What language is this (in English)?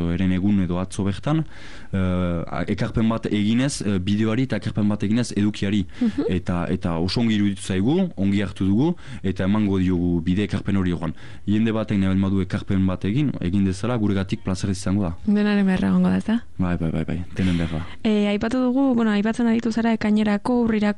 Basque